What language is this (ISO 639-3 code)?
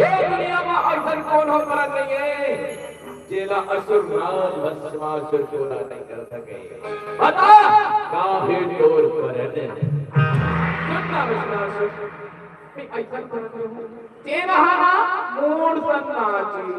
hne